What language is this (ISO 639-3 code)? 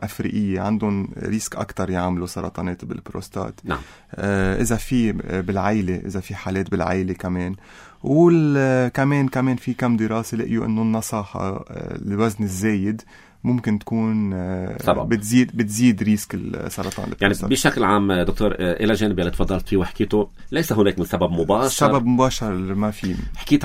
apc